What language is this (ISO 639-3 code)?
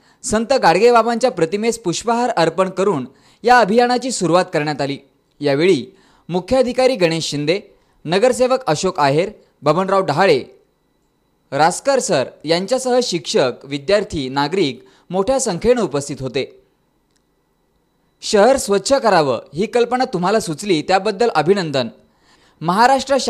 mar